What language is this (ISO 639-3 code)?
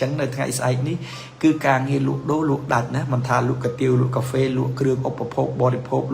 khm